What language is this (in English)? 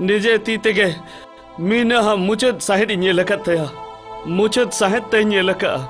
Santali